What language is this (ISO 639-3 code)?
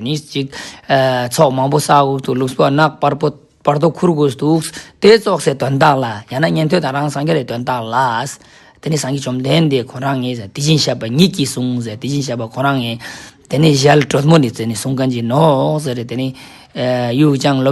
lbj